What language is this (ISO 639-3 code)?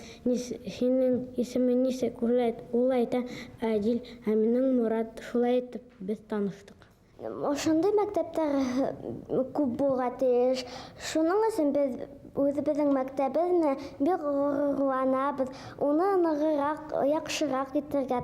bak